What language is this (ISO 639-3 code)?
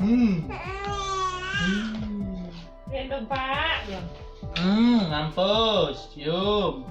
bew